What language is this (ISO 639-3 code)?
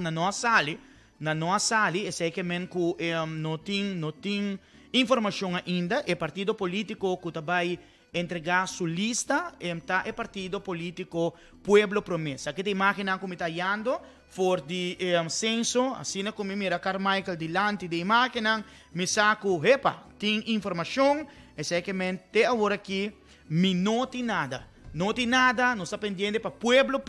pap